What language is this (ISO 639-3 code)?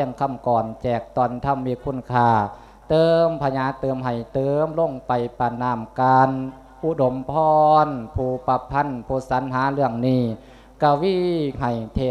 lao